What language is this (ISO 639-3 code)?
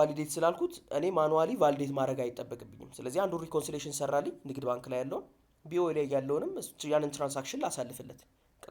amh